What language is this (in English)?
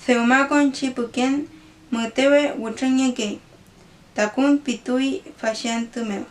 Mapuche